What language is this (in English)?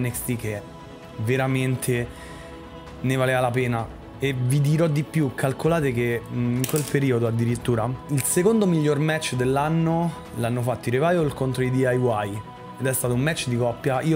Italian